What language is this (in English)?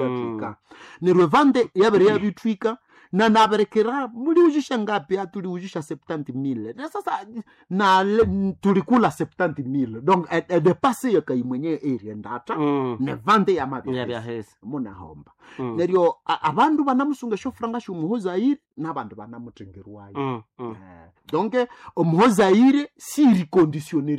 Nande